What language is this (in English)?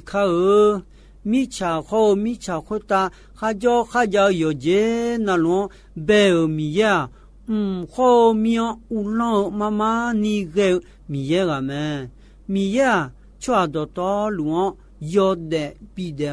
Akha